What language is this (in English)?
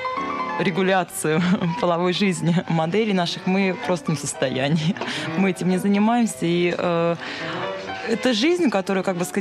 Russian